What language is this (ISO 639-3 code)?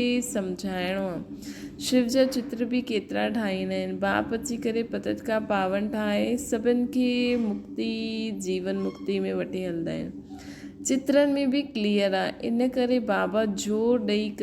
snd